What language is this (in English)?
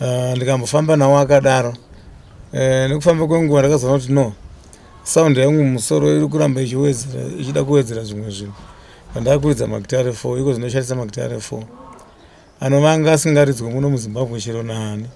Shona